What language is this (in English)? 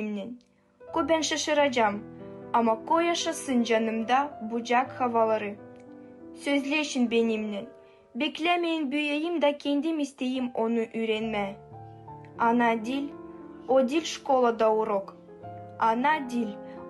Gagauz